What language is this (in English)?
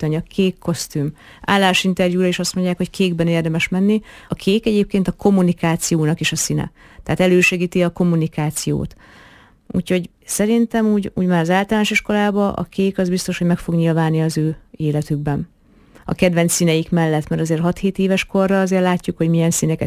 Hungarian